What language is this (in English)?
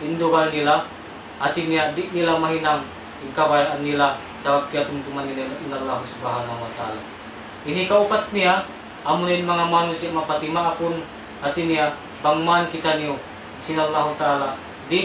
Tausug